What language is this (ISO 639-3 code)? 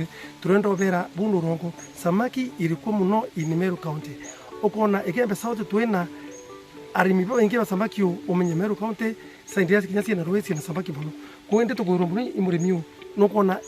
mer